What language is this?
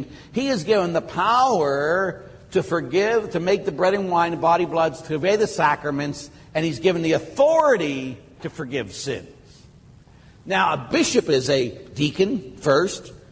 English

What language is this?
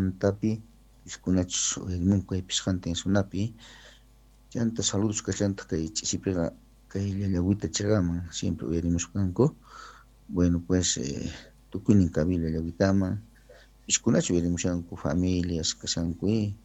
South Bolivian Quechua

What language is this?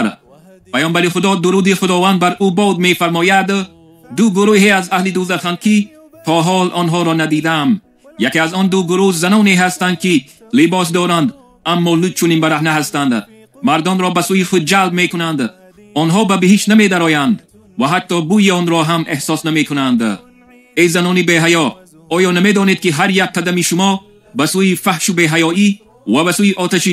Tajik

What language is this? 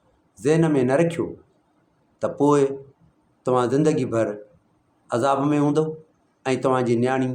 Sindhi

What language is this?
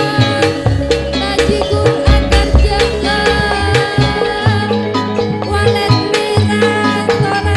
Madurese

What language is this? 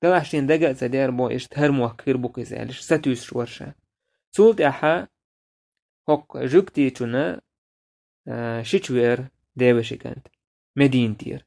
Chechen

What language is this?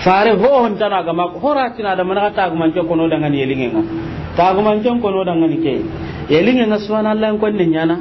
Soninke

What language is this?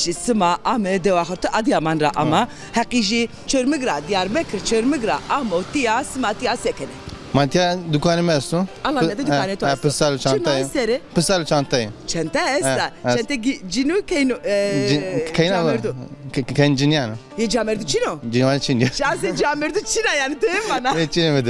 Zaza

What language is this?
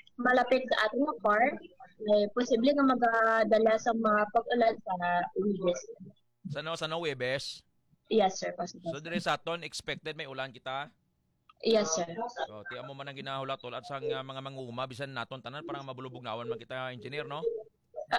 Hiligaynon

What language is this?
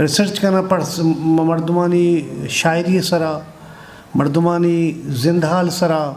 Eastern Balochi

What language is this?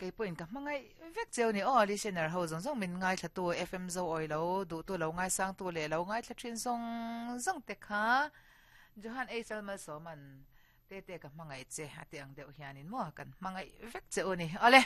Mizo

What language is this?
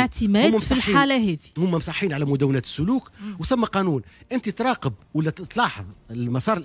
Tunisian Arabic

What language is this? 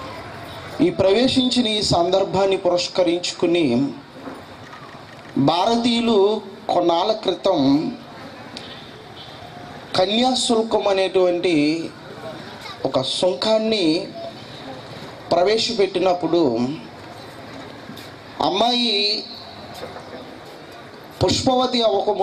Telugu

